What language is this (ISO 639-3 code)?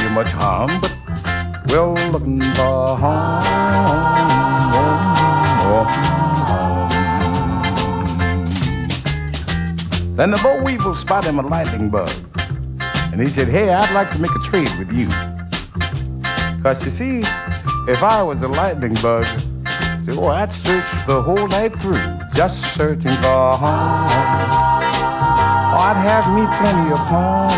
eng